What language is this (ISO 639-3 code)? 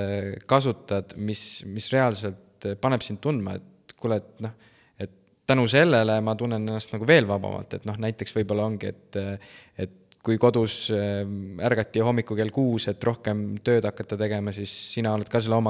est